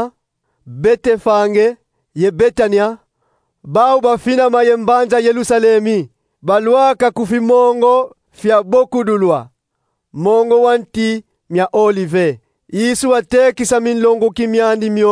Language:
Kongo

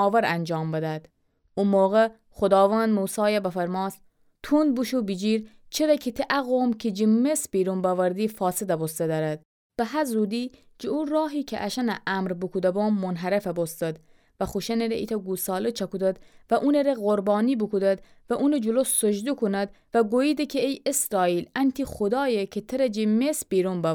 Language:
Gilaki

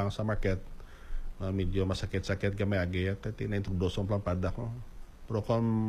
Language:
Hiligaynon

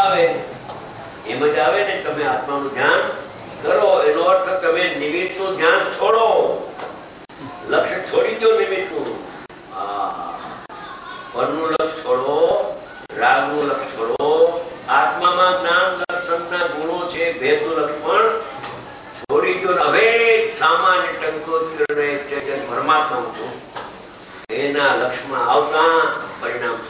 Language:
Gujarati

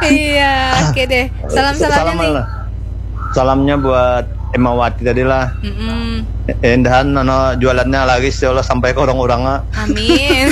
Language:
Banjar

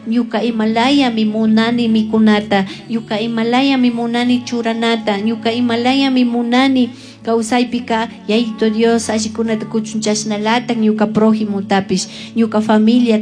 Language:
Chimborazo Highland Quichua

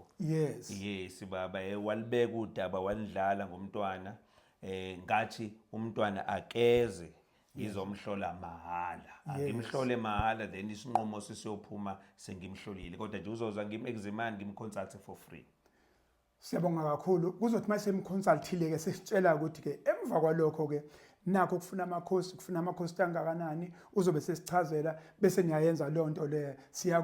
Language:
Zulu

